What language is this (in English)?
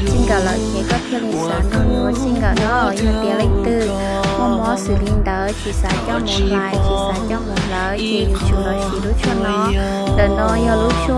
Hmong